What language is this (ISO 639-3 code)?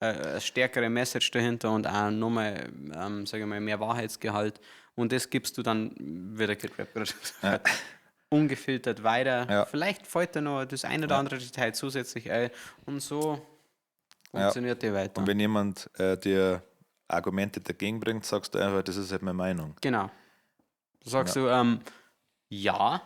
bar